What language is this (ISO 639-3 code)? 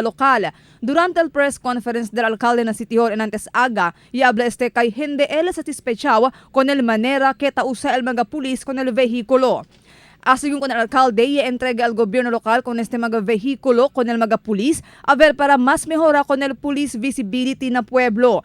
cbk